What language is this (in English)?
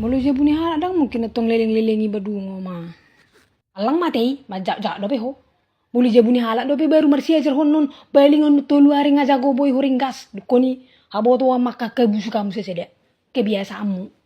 Batak Toba